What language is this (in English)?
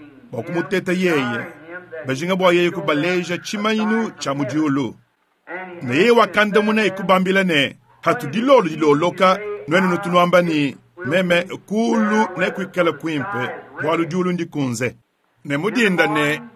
Luba-Lulua